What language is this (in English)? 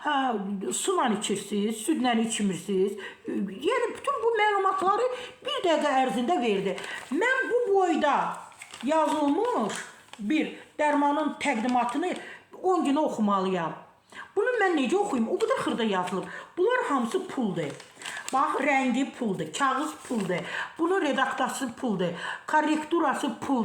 Azerbaijani